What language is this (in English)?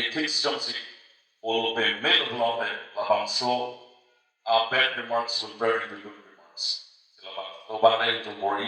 Karbi